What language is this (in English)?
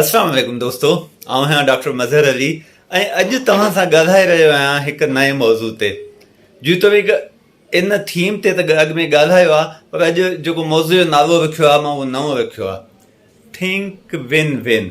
Sindhi